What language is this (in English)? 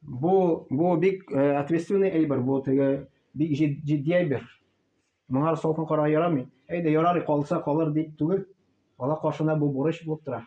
Tatar